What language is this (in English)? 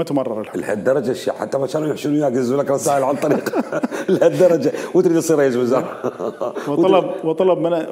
Mesopotamian Arabic